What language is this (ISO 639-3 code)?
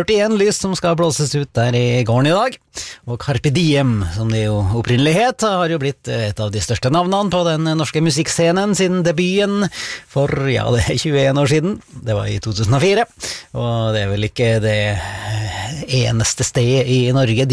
nor